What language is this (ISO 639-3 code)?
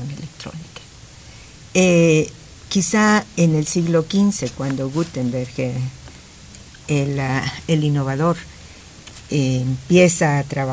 spa